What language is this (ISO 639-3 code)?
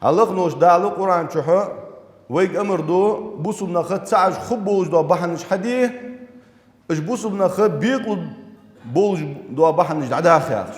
inh